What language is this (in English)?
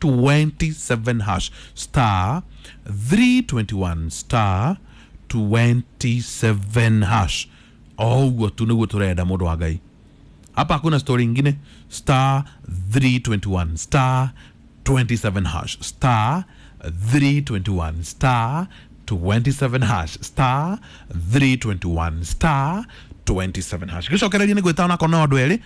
Kikuyu